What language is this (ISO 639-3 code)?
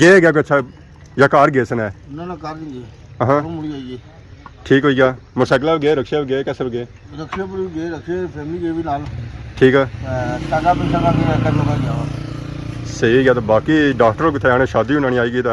phr